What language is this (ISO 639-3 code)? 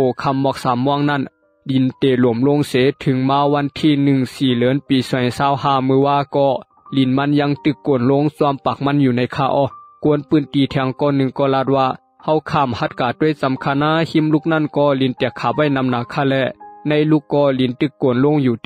shn